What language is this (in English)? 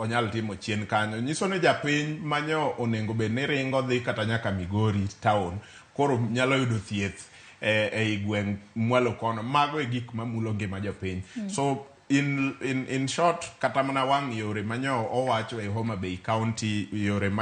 Luo (Kenya and Tanzania)